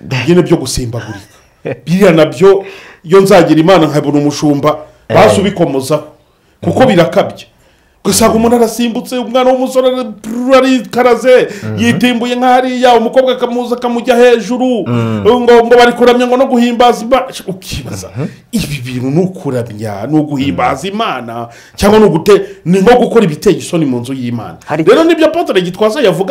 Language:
Kinyarwanda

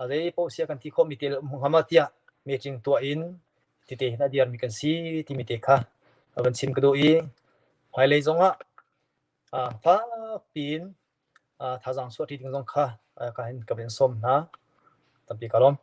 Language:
Hakha Chin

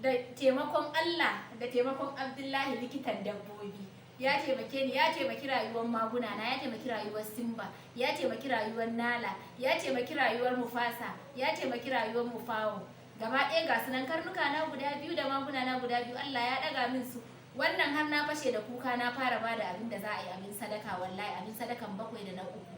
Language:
Hausa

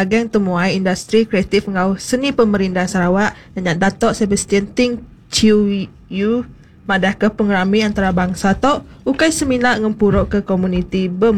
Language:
Iban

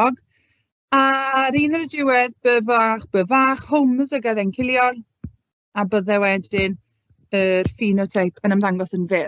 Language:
Welsh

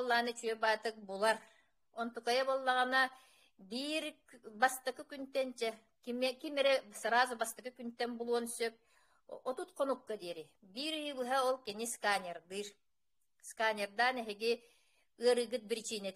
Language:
Yakut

